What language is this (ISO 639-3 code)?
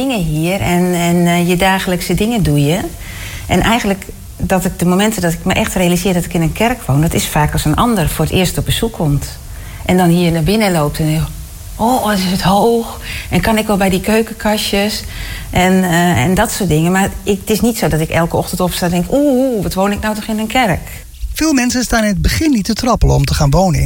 nld